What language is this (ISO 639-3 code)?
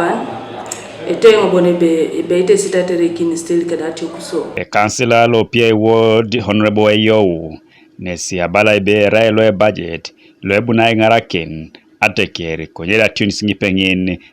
teo